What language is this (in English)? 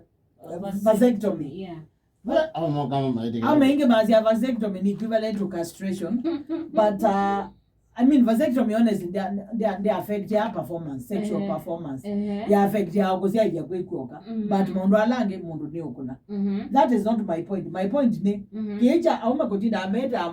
Kamba